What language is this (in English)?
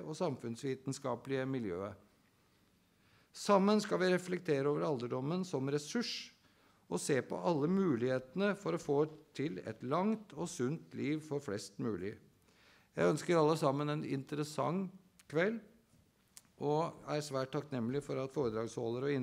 Norwegian